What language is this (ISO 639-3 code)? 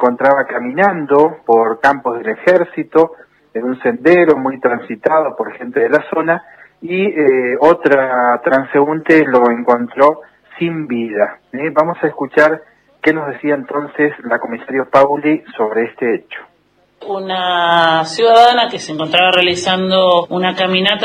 spa